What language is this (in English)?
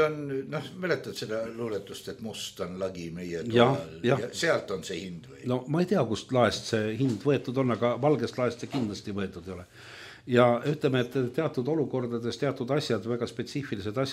Estonian